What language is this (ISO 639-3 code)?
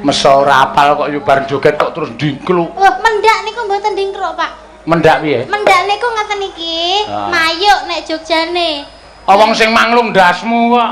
jav